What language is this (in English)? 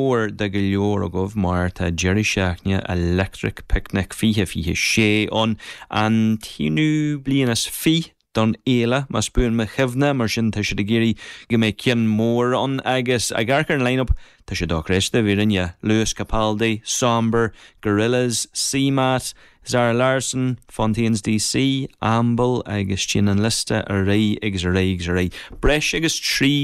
Irish